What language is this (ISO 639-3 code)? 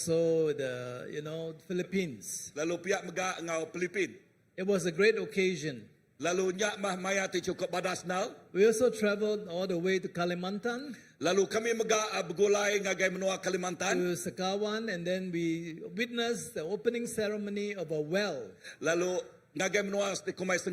iba